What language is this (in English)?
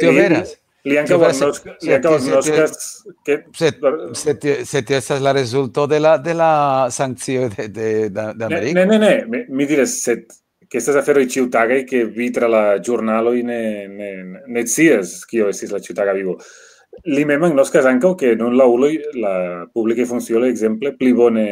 Esperanto